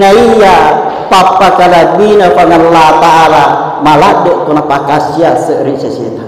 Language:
Buginese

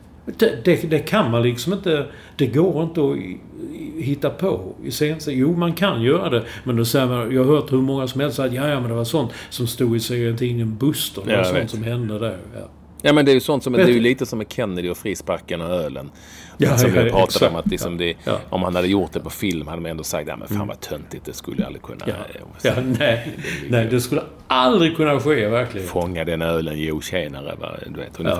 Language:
Swedish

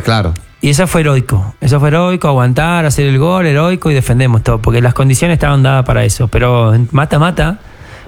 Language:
Spanish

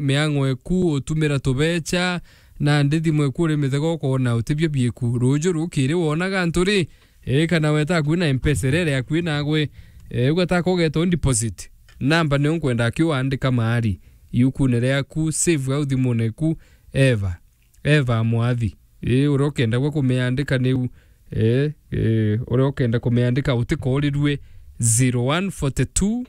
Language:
Meru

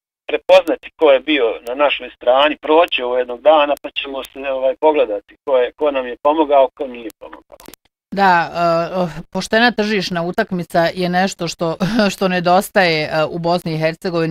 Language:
Bosnian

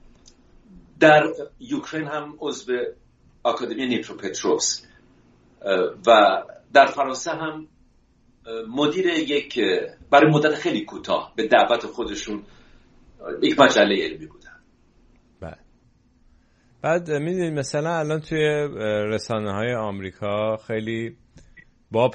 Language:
Persian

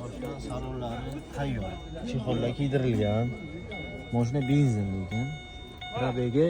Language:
Uzbek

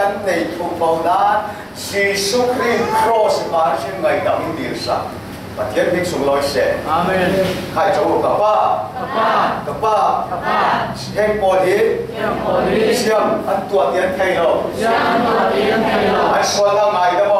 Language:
Falam Chin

